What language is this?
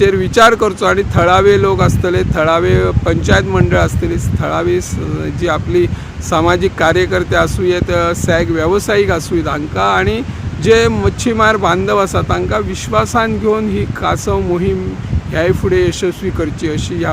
Konkani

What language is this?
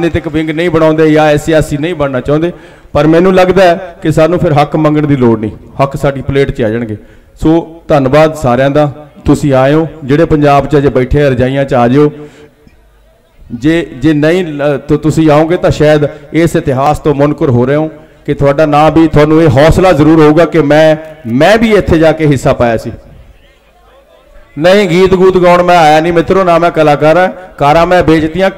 Punjabi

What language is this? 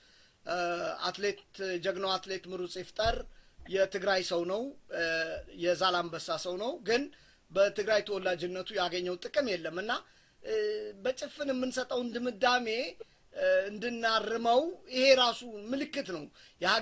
Amharic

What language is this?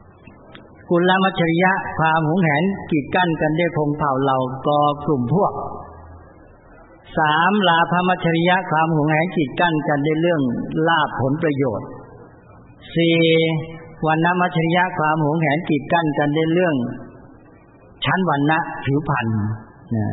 Thai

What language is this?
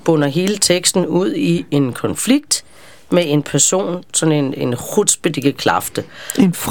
Danish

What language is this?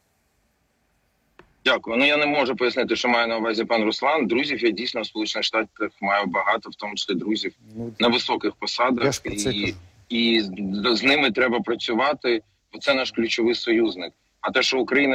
Ukrainian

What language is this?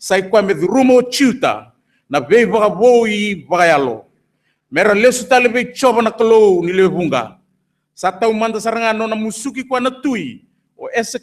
Fijian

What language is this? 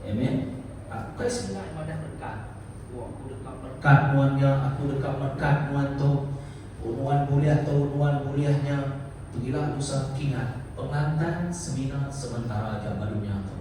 Iban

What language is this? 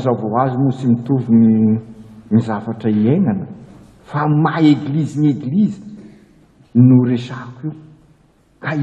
Malagasy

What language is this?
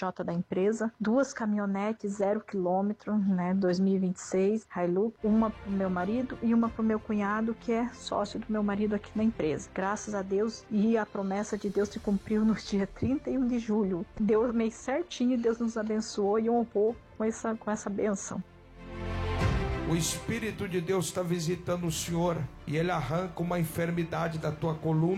Portuguese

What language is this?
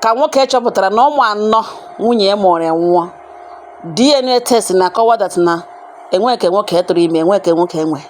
Igbo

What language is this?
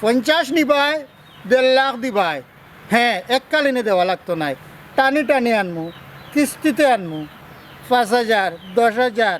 Sylheti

